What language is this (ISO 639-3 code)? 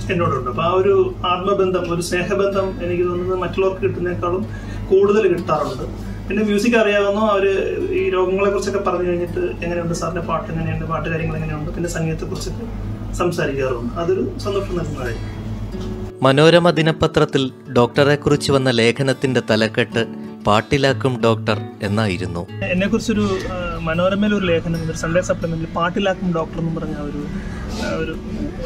mal